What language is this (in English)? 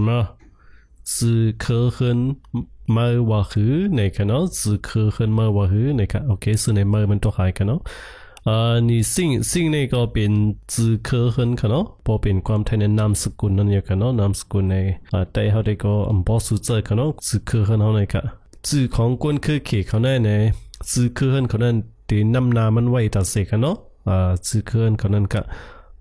Shan